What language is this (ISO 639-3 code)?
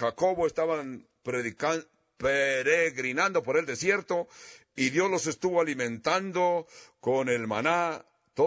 spa